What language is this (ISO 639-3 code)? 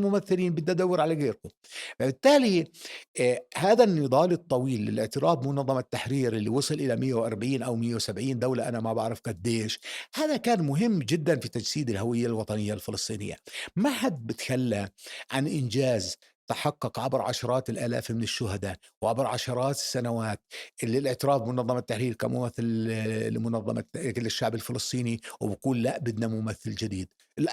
apc